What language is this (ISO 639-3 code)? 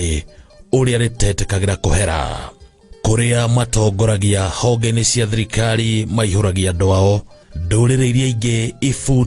kik